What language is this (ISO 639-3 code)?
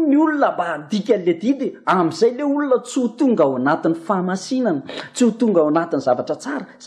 mlg